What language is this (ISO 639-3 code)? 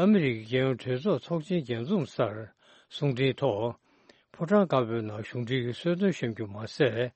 bod